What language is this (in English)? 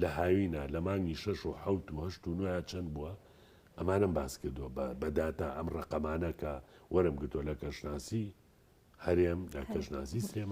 Central Kurdish